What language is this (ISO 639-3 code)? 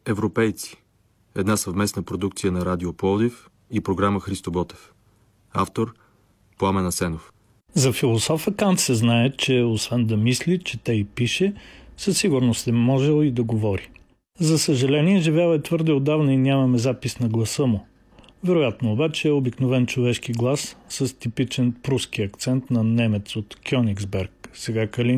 bul